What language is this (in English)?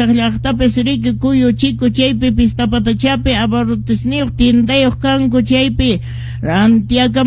Quechua